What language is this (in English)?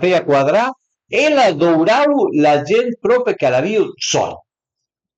Piedmontese